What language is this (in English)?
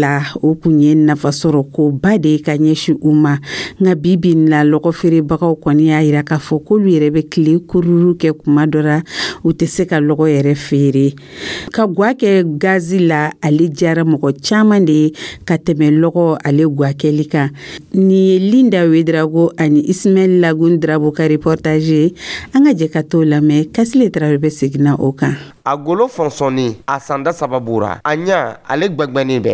Dyula